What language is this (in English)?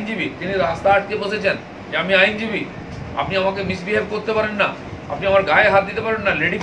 Bangla